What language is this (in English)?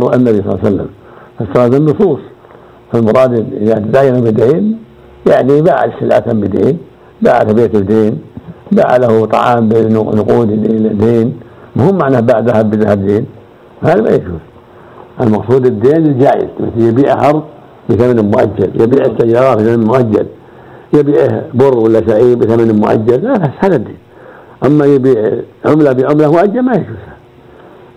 Arabic